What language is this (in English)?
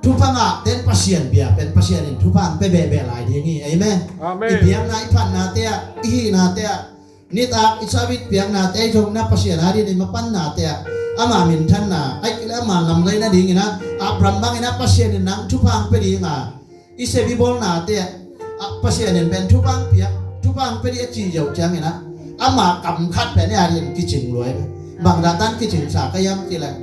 Tedim Chin